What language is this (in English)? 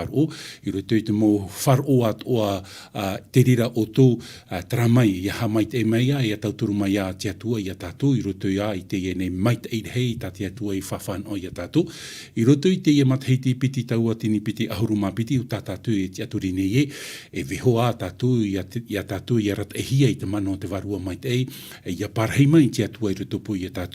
Tahitian